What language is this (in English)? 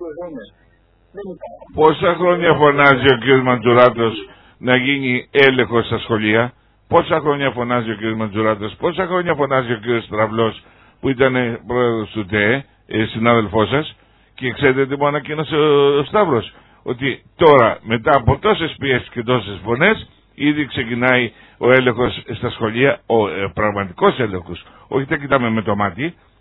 Greek